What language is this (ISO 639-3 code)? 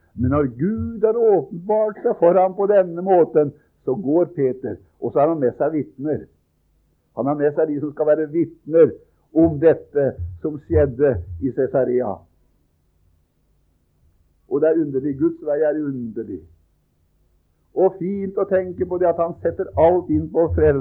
nor